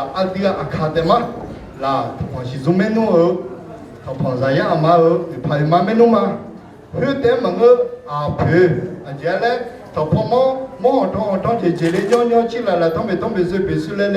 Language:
Akha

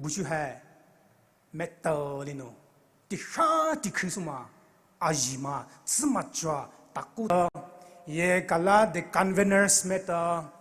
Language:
Poumei Naga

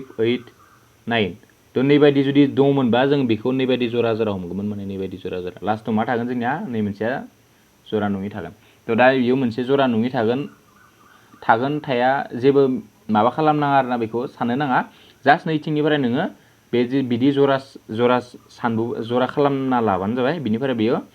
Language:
Bodo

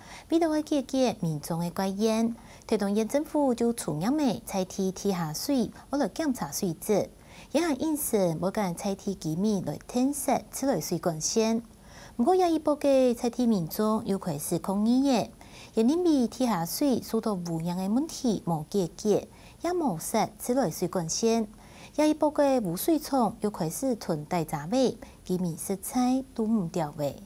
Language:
Hakka Chinese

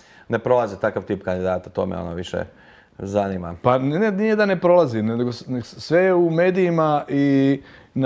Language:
Croatian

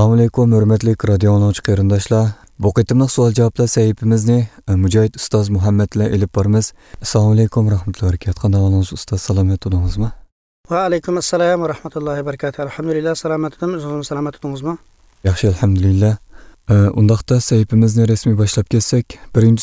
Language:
Uyghur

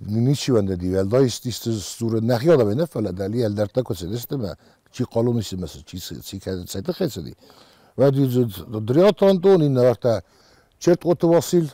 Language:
Ossetic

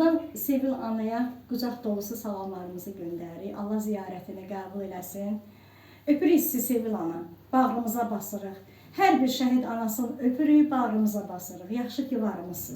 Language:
Azerbaijani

